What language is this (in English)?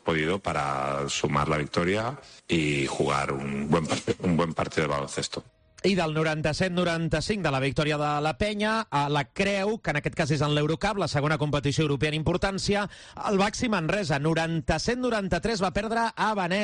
Catalan